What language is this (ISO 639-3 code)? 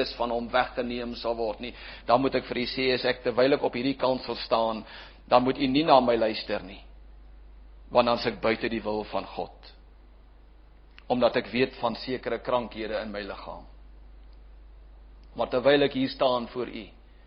afr